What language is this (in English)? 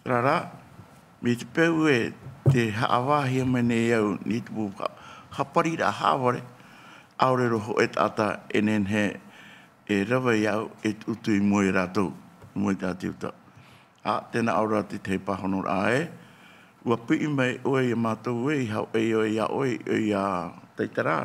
Tahitian